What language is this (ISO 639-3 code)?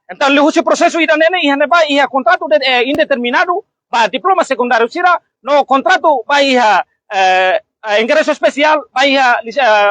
tet